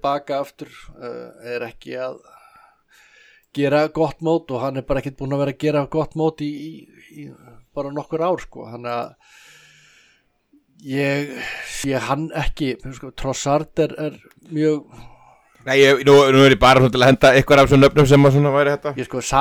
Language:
Icelandic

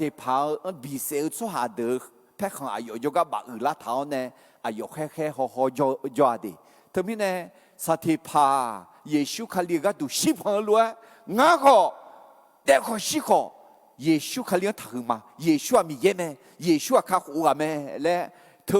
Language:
Akha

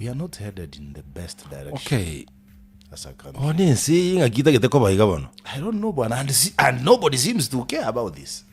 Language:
Gusii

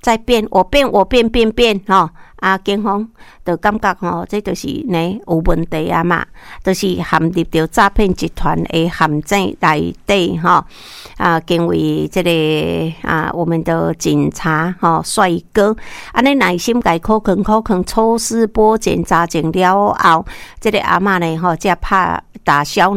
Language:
Min Nan Chinese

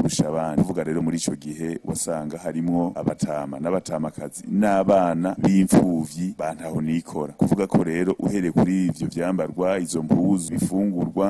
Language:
Rundi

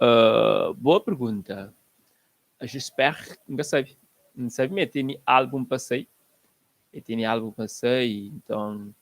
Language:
Kabuverdianu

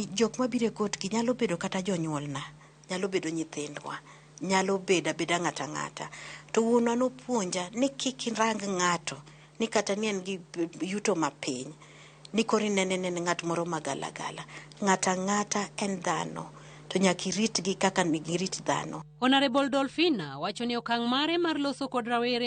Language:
Luo (Kenya and Tanzania)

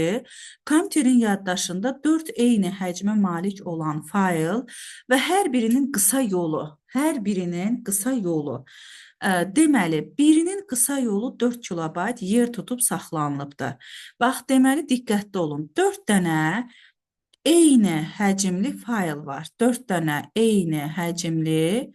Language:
Azerbaijani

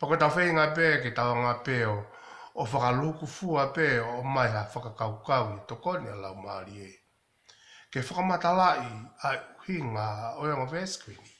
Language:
Tongan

